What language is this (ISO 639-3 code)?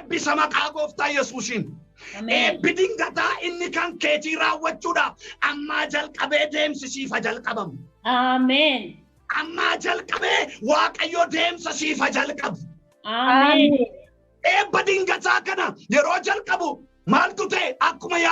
orm